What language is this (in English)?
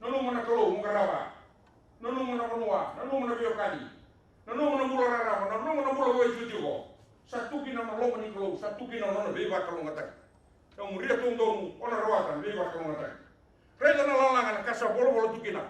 Fijian